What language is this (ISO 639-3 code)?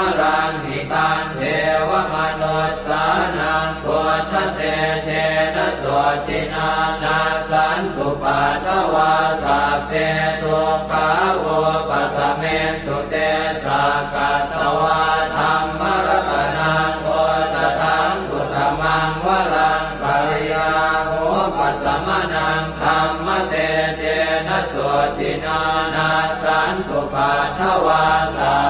pli